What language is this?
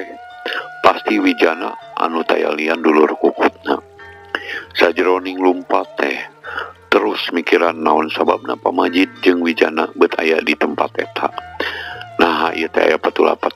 Sundanese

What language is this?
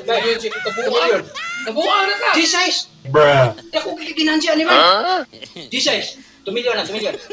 Cebuano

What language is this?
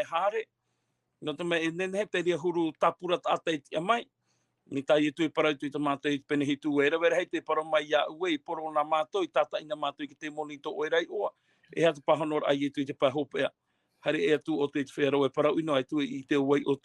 Tahitian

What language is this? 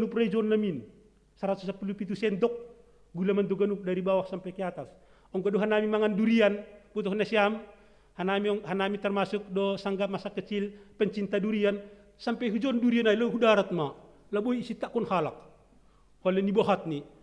Batak Simalungun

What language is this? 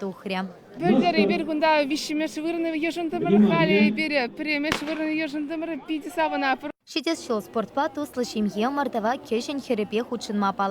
Chuvash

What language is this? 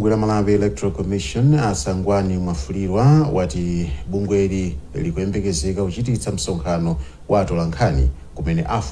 Nyanja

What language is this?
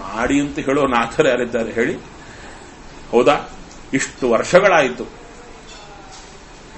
Kannada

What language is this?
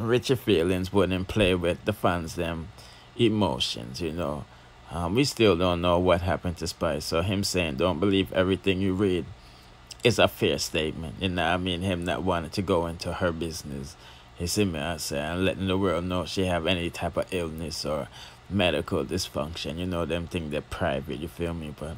Jamaican Creole English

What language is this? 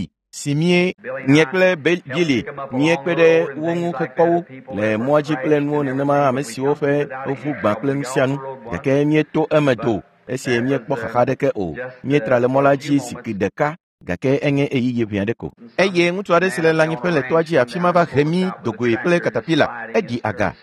Ewe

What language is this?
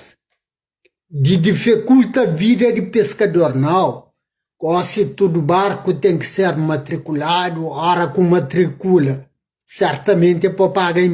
Kabuverdianu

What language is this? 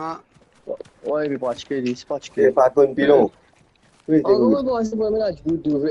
Morisyen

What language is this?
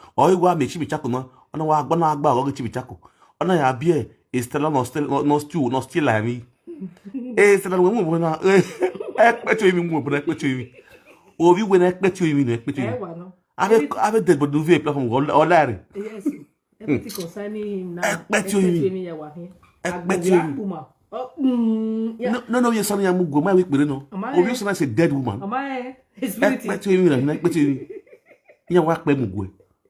Nigerian Pidgin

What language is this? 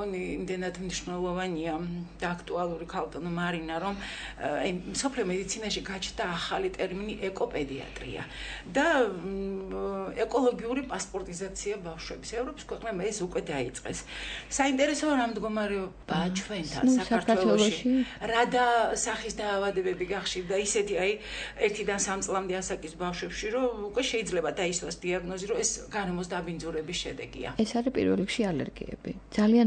Georgian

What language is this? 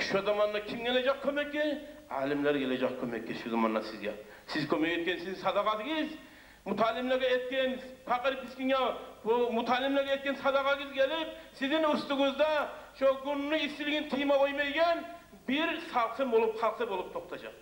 Kumyk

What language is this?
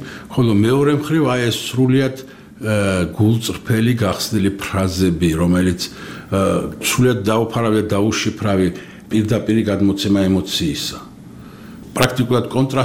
Georgian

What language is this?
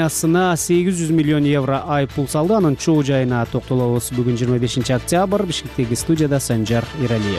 Kyrgyz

